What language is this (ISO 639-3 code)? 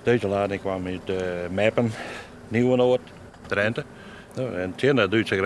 fry